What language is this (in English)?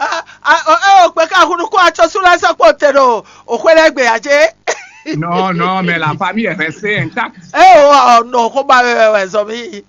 Fon